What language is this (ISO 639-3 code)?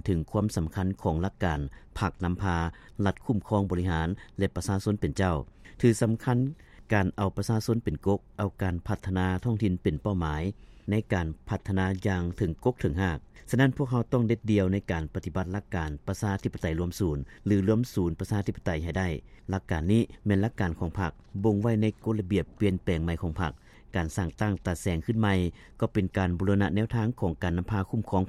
lao